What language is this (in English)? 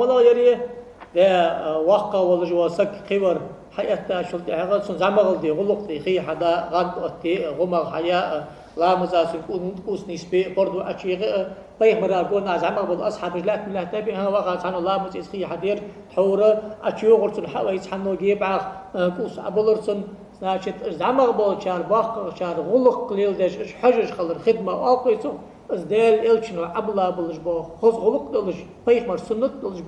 Ingush